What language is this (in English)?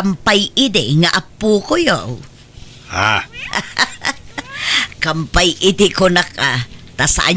Iloko